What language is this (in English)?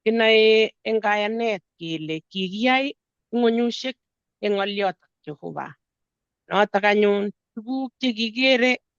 Kalenjin